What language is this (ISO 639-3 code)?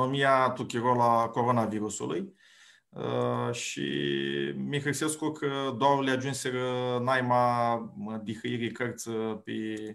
rup